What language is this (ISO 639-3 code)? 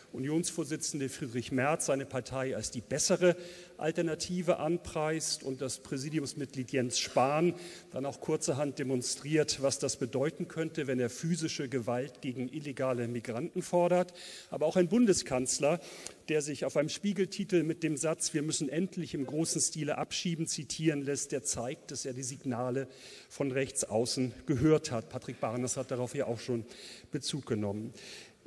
deu